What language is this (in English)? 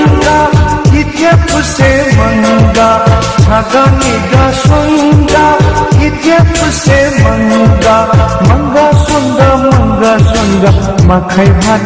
Newari